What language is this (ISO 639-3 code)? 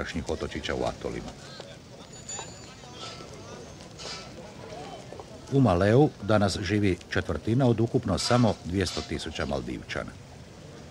hrv